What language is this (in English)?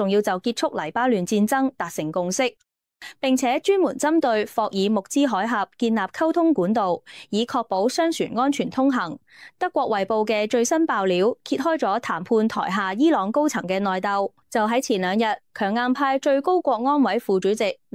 Cantonese